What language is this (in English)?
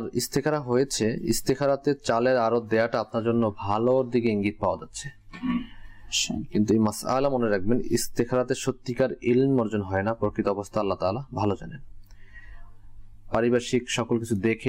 Bangla